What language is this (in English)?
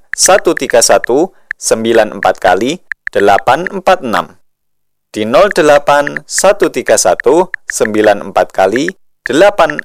Indonesian